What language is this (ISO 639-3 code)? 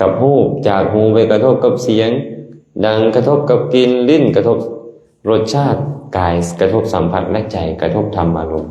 lao